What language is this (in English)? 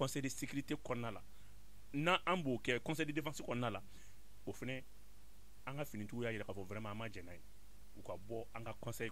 Bambara